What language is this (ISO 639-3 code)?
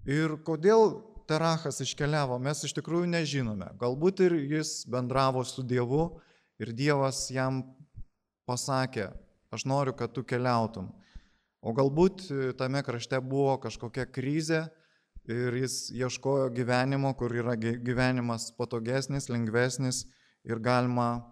lit